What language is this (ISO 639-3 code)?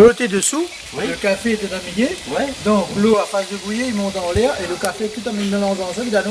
rcf